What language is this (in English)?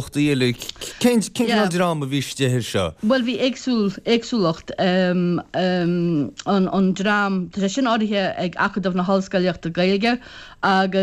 Irish